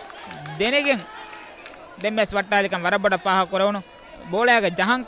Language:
Divehi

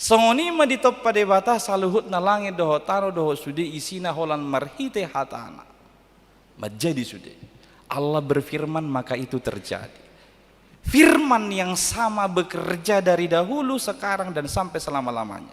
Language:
Batak Toba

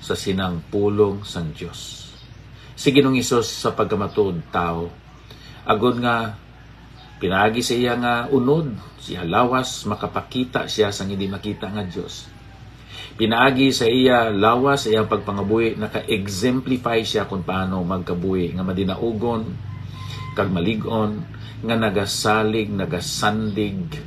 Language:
Hiligaynon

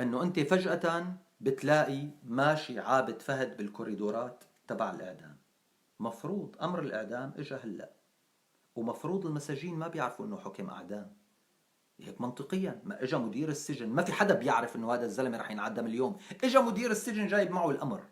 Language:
North Levantine Arabic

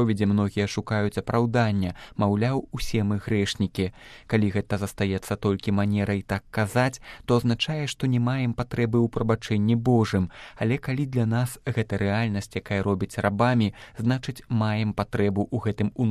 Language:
Belarusian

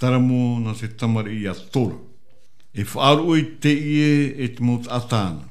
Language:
Tahitian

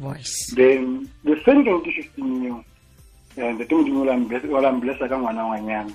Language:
Tswana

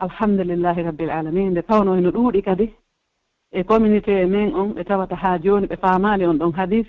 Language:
Pular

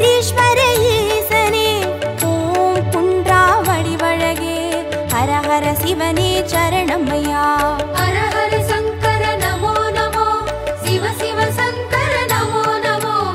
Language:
Tamil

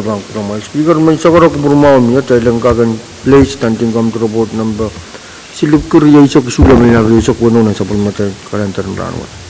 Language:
Pohnpeian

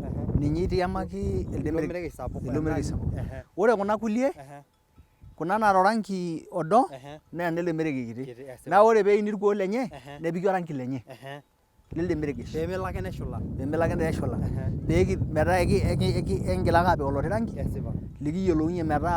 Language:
Masai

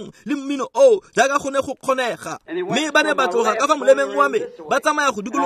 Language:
Tswana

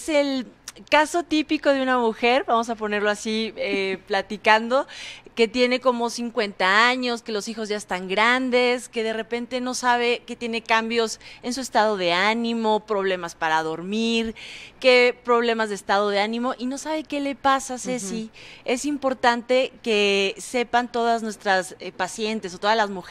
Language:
Spanish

